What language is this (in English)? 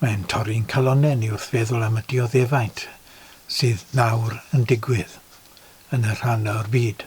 Welsh